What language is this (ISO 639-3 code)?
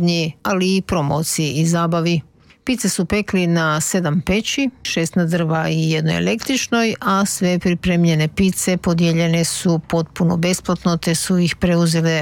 hrv